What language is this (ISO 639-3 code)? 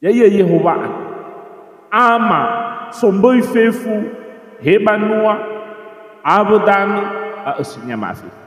nia